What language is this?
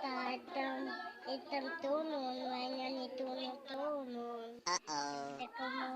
Waray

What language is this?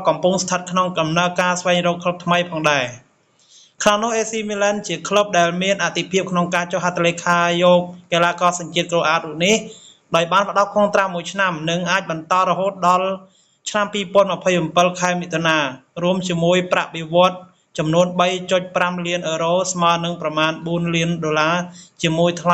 Khmer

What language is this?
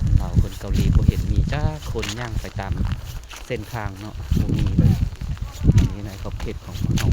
Lao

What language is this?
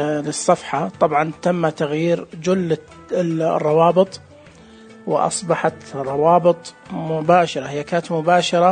Najdi Arabic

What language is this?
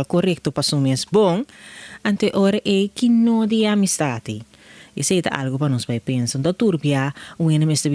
Papiamento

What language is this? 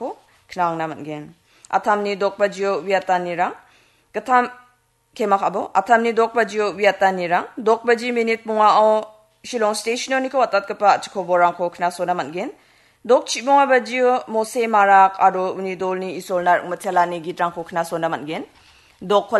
Garo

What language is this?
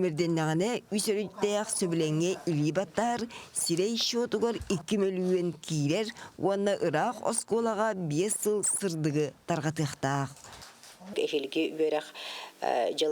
Yakut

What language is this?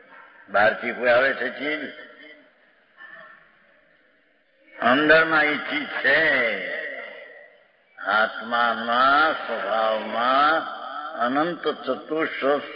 Gujarati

